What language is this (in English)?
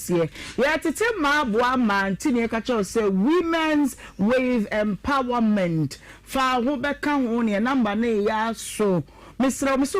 Akan